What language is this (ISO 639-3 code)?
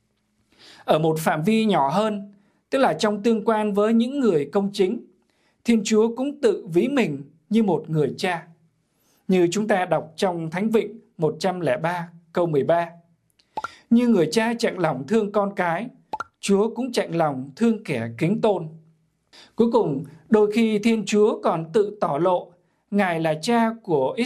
vie